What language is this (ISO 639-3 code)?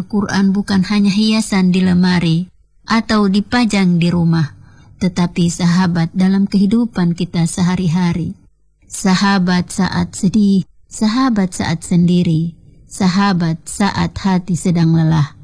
ind